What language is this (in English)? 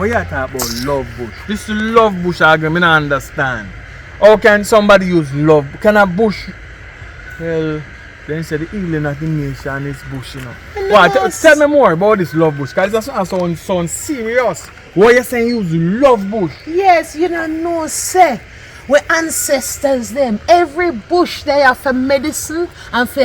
Jamaican Creole English